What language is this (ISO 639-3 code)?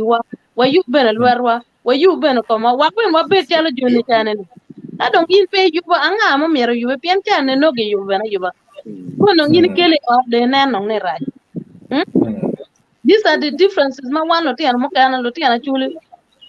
ach